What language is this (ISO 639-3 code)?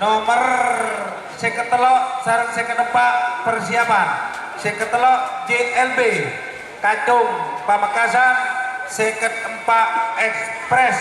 mad